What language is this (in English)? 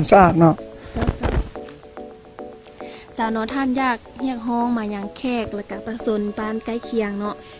Lao